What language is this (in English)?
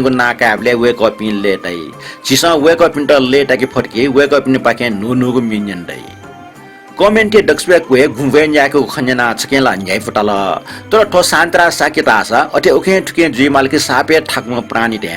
Newari